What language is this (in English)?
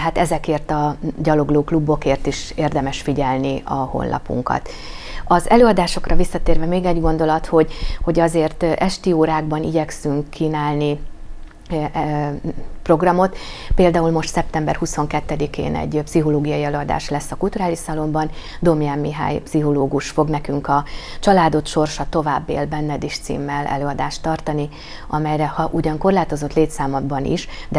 Hungarian